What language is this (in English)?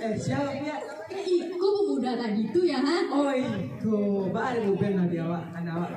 Minangkabau